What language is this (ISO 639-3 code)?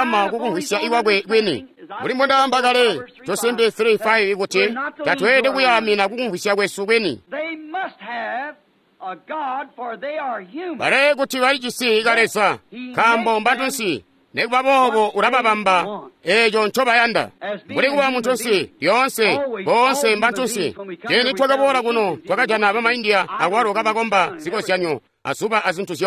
toi